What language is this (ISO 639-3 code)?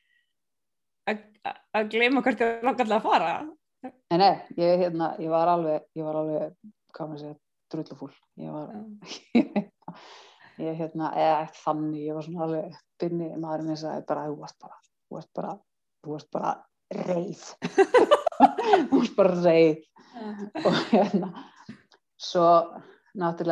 isl